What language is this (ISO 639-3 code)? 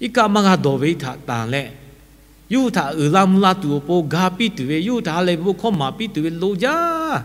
lhu